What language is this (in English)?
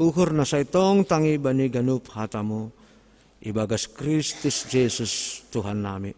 Batak Simalungun